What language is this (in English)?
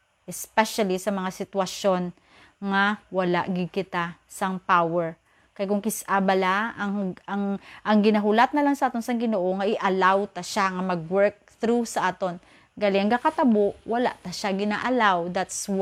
Hiligaynon